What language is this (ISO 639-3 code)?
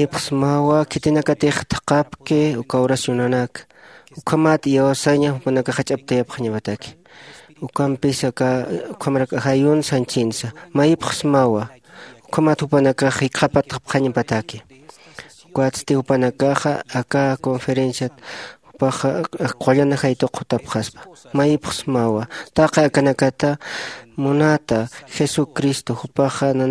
aym